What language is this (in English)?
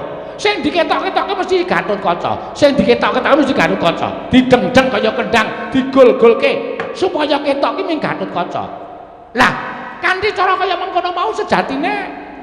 Javanese